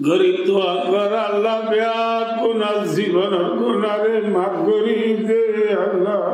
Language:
Rohingya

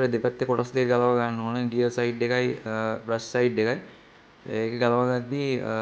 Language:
Sinhala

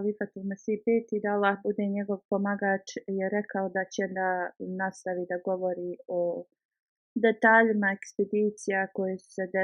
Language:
Bosnian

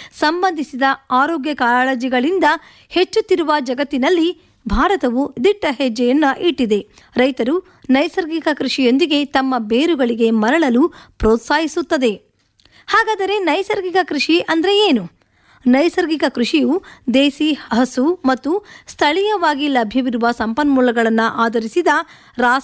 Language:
Kannada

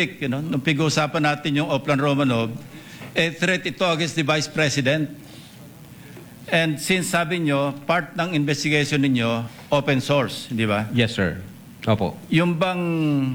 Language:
Filipino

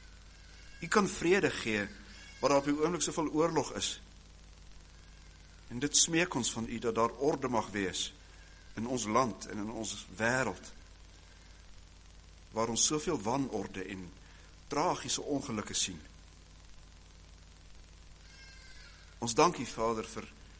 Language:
Afrikaans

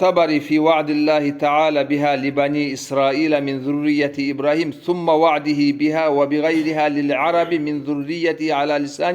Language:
Kumyk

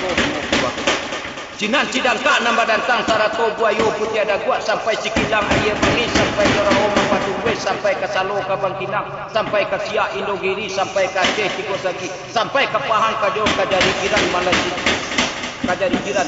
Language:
Minangkabau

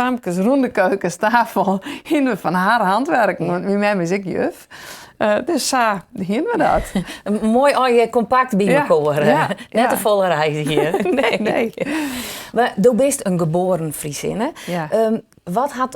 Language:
Western Frisian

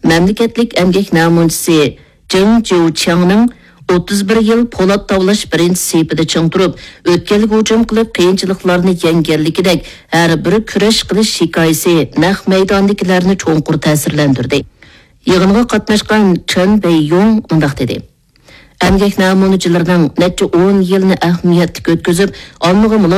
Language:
Uyghur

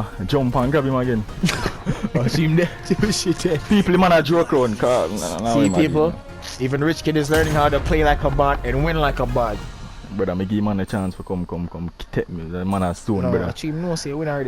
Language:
Jamaican Creole English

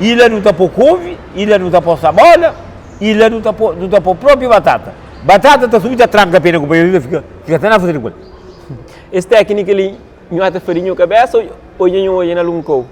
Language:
Kabuverdianu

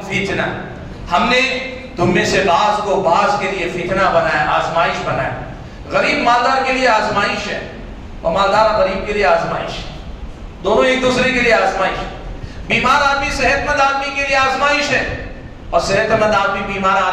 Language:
Urdu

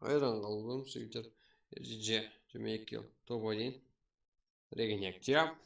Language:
Kara-Kalpak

